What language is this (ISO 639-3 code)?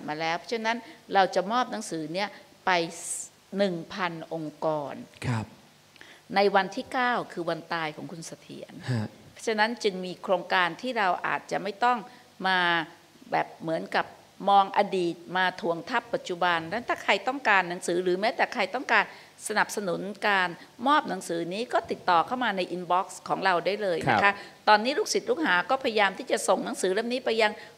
tha